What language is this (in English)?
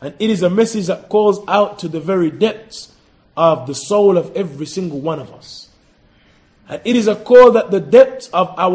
English